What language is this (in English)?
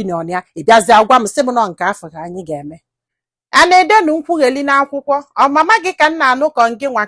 Igbo